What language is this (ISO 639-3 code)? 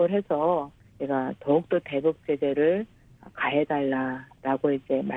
kor